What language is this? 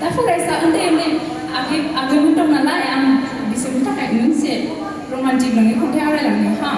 Bodo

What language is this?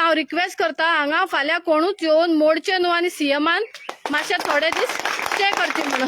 Konkani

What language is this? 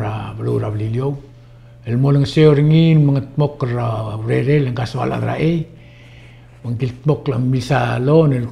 Palauan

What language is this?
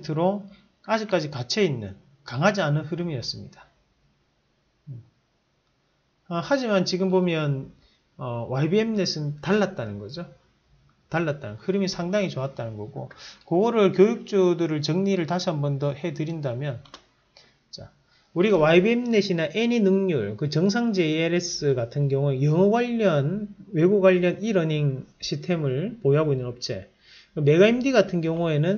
Korean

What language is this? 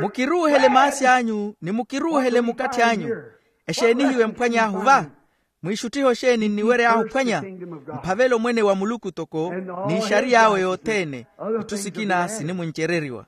Makhuwa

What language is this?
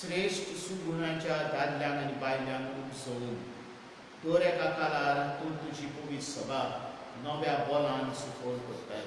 Konkani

